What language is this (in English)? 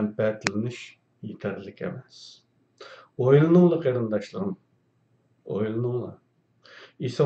Uyghur